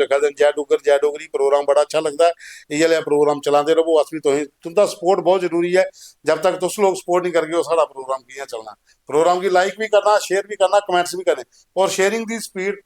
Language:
Dogri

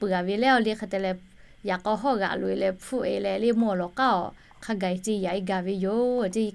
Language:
Lahu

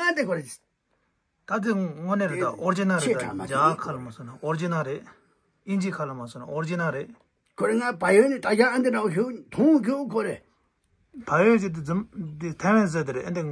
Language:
Tibetan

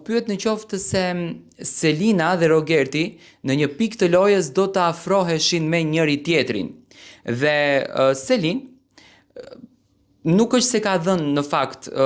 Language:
Albanian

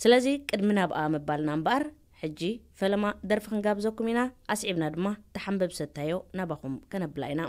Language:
Tigrinya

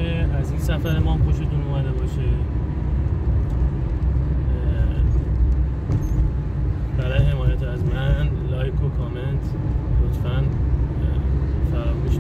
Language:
Persian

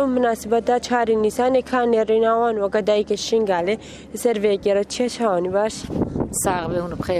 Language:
Kurdish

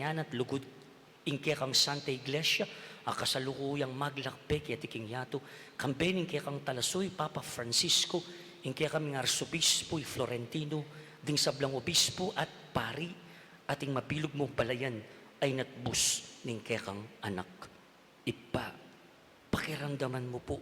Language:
Pampanga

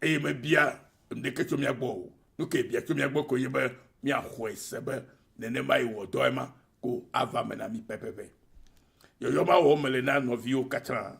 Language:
Ewe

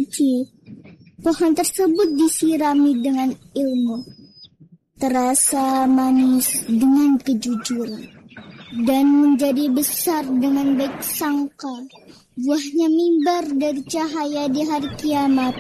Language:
Indonesian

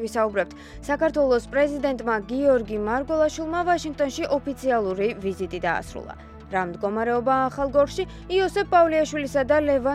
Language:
Georgian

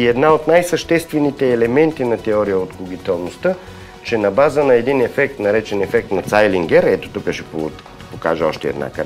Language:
Bulgarian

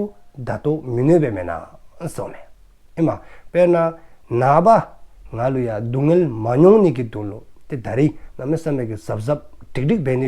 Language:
Dzongkha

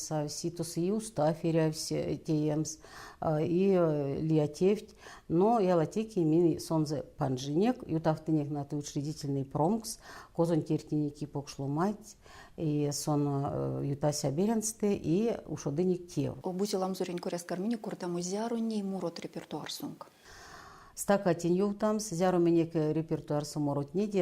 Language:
Erzya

